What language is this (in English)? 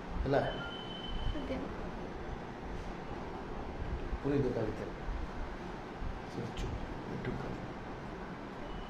Odia